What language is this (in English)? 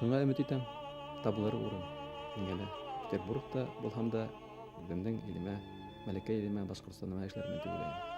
Bashkir